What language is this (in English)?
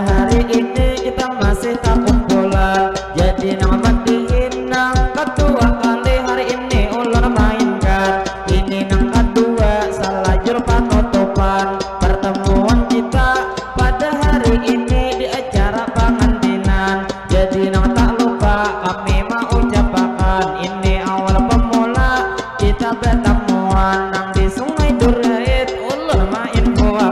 Banjar